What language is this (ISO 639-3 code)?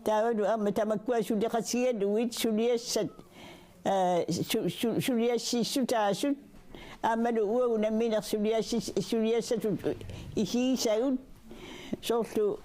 kal